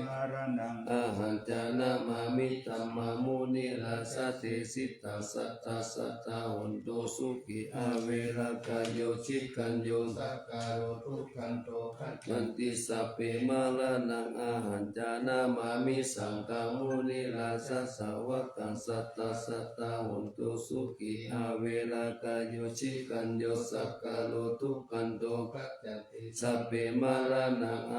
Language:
Pali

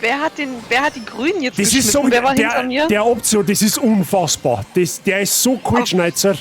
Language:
Bavarian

